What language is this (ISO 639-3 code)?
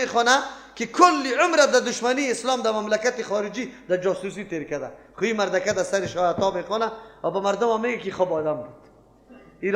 fas